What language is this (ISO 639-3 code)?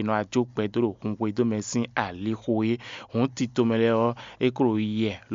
fon